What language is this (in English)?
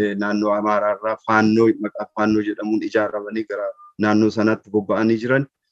Oromo